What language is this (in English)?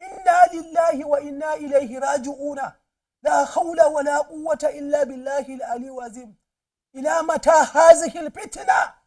Hausa